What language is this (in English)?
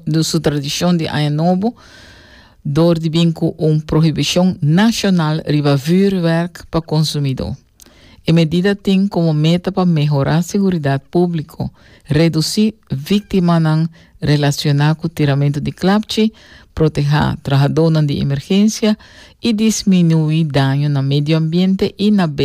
Papiamento